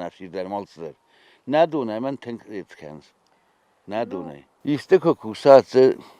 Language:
Ossetic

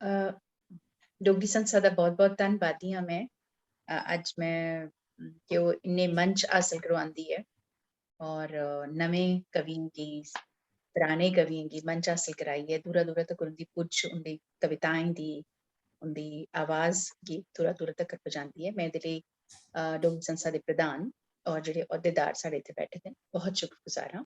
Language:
Dogri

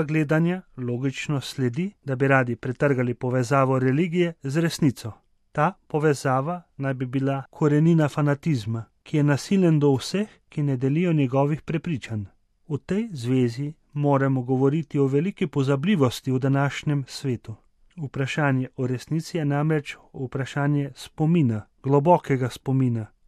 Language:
Slovenian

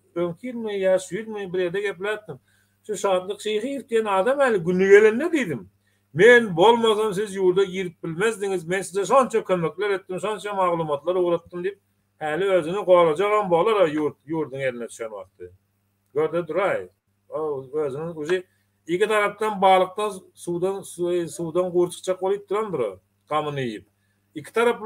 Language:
Turkmen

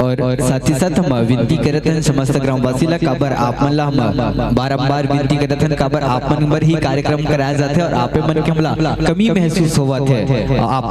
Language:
Chhattisgarhi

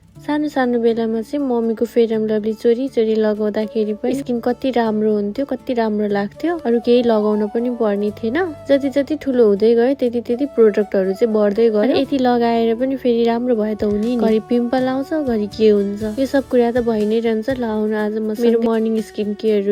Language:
Nepali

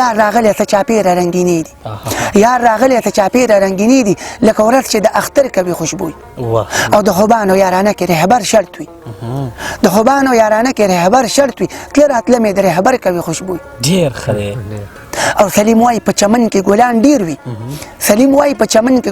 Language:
Pashto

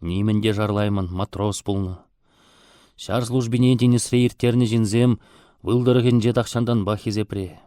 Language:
Chuvash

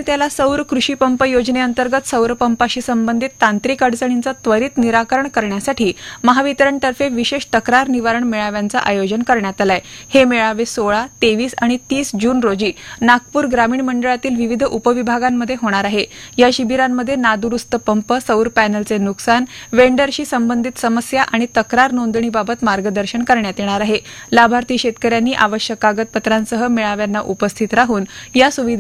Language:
Marathi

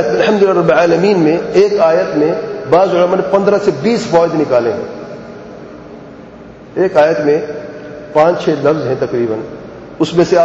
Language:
Urdu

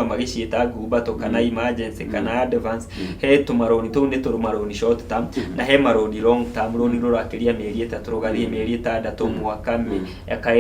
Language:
Kikuyu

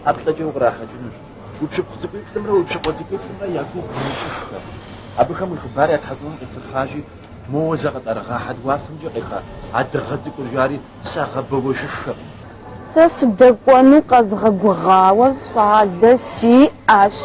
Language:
Kabardian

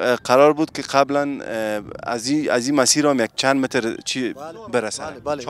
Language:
Persian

